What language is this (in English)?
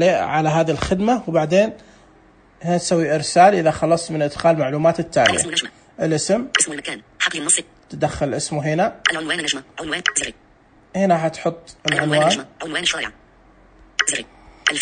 Najdi Arabic